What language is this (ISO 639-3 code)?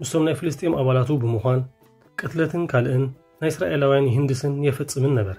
tir